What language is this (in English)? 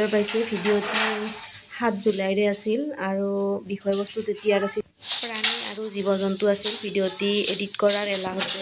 Assamese